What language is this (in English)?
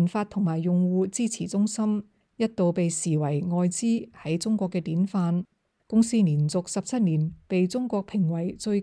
Cantonese